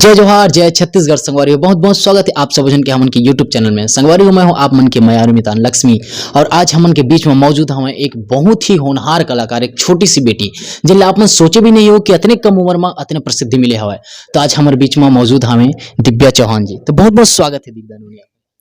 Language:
Chhattisgarhi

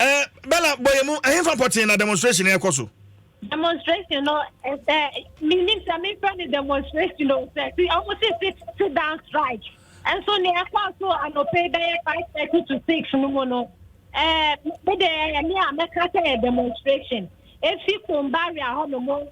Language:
Akan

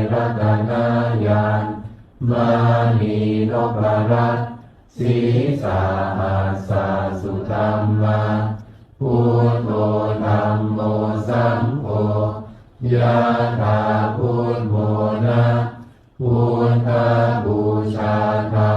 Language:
Pali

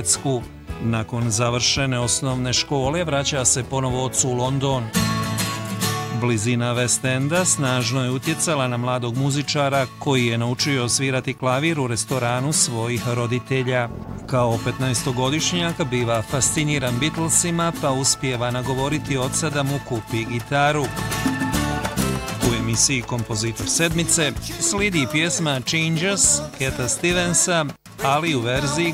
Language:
Bosnian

